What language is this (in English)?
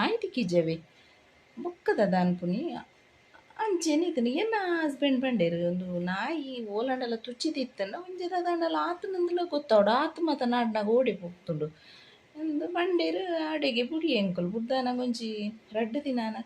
Tulu